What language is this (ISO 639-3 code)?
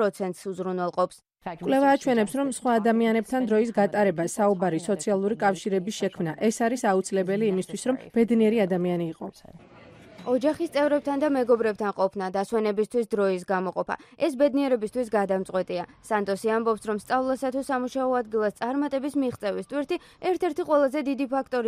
kat